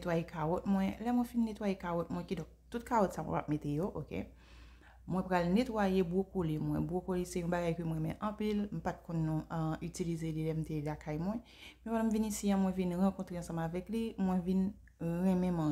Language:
Haitian Creole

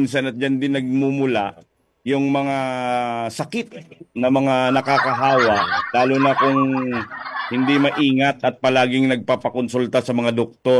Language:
Filipino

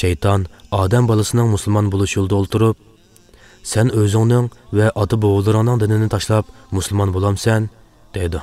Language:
Uyghur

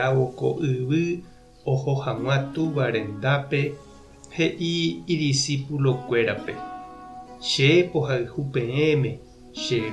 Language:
Guarani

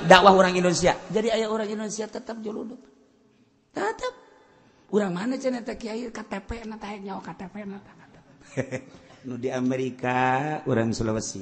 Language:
Sundanese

